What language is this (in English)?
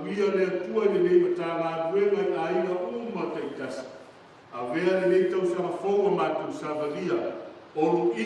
Samoan